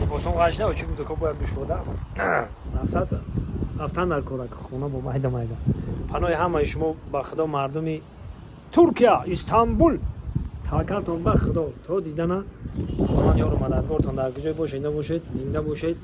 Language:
Tajik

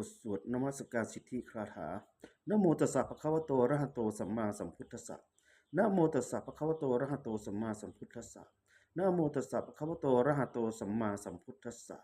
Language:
Pali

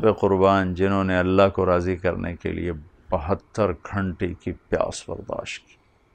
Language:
Urdu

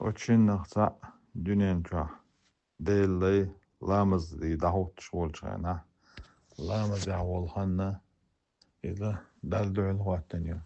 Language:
Chechen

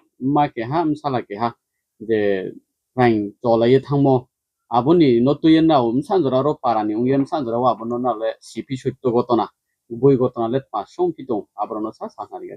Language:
Riang (India)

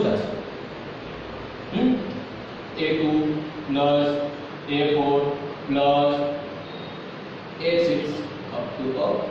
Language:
Gujarati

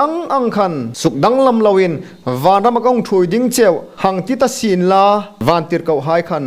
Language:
Hmar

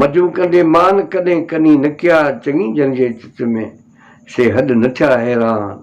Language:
Sindhi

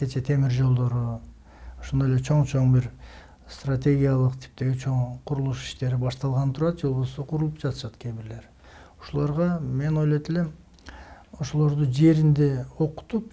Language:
Kyrgyz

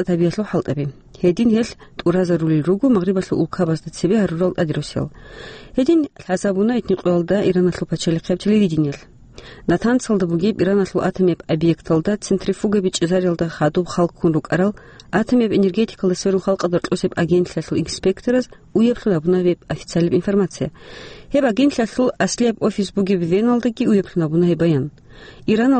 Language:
Avaric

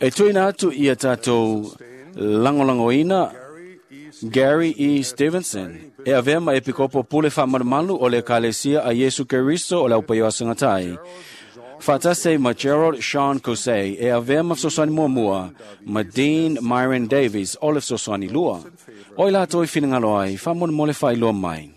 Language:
Samoan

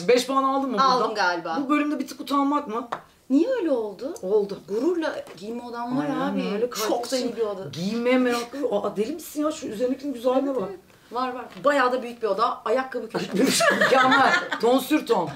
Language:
Turkish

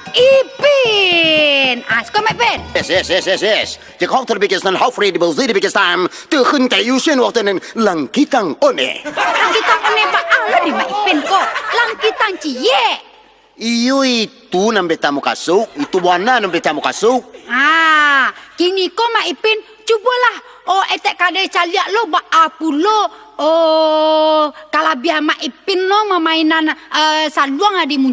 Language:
Minangkabau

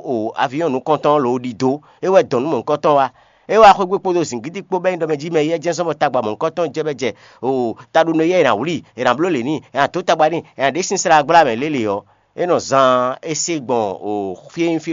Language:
Fon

